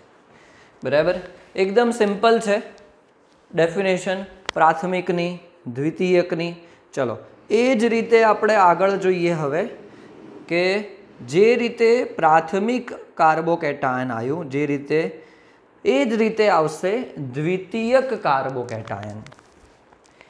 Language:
Gujarati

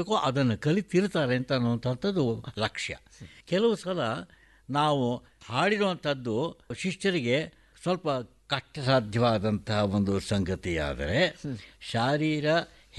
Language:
Kannada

